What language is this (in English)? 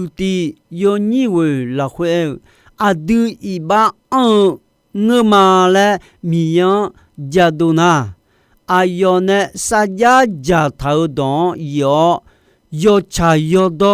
Akha